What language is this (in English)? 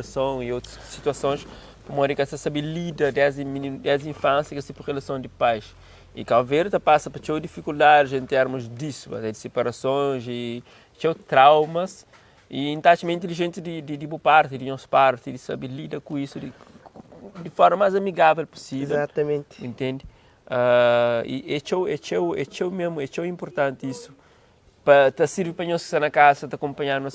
Kabuverdianu